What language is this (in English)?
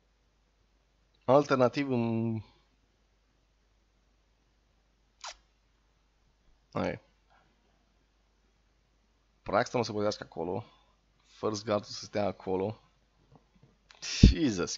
Romanian